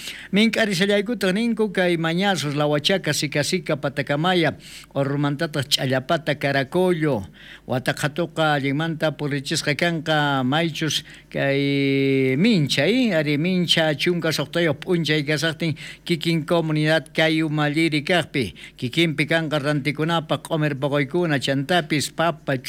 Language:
South Bolivian Quechua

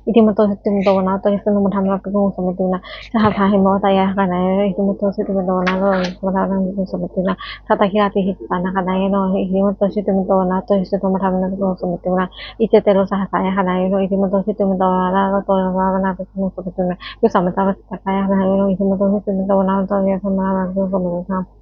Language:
Pali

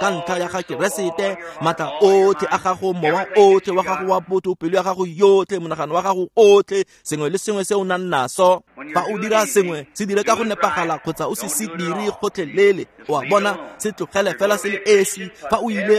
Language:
Tswana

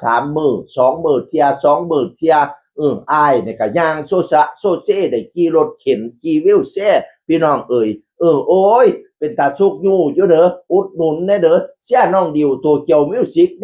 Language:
Northeastern Thai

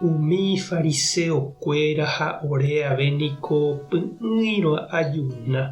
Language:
Guarani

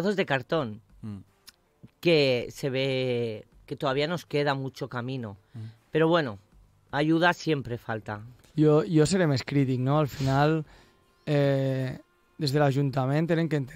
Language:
Catalan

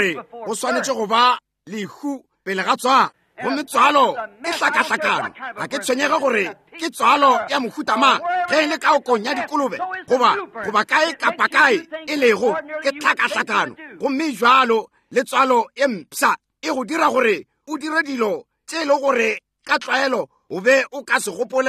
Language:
Northern Sotho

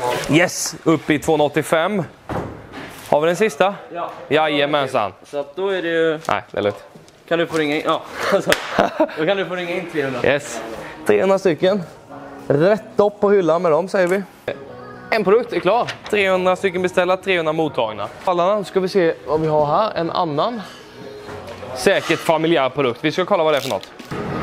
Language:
Swedish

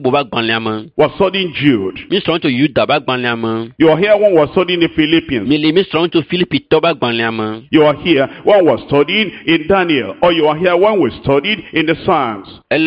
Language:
Ewe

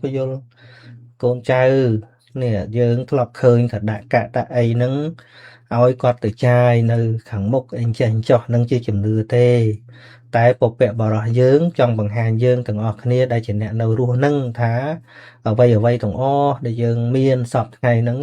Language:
Khmer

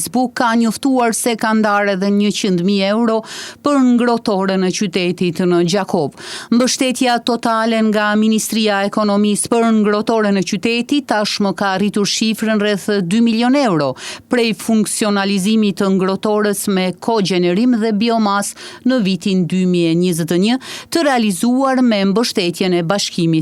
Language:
Albanian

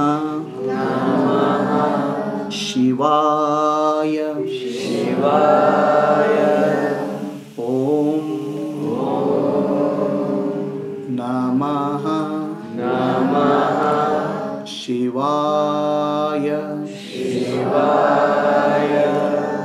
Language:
Kannada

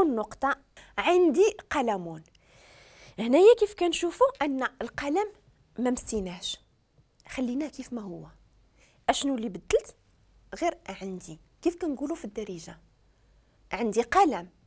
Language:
Moroccan Arabic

